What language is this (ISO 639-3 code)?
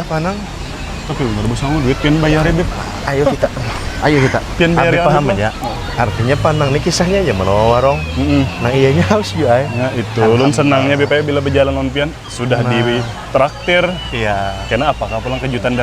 bjn